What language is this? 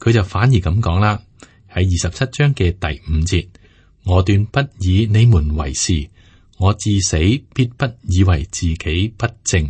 Cantonese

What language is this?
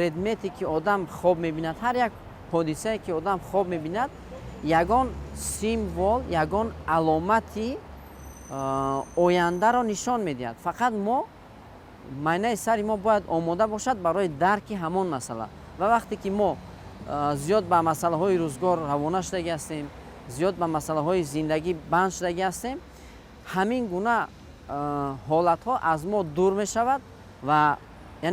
Tajik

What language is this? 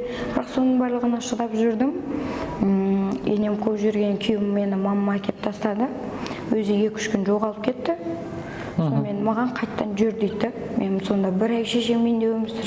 Kazakh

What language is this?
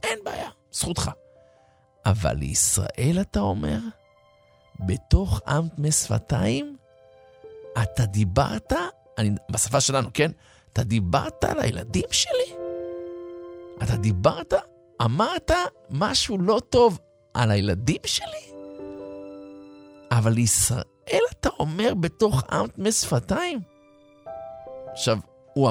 Hebrew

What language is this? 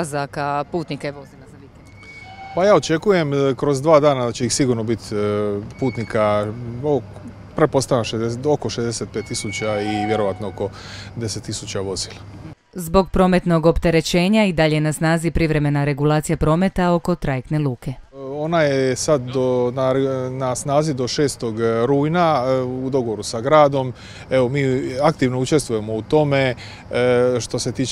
Croatian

